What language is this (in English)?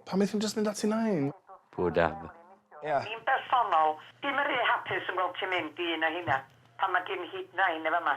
Welsh